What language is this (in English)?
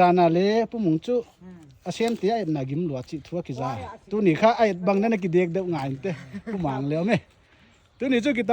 Paite Chin